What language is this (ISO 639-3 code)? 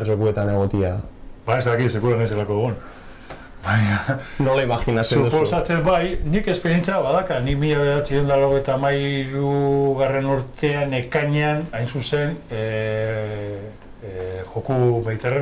eus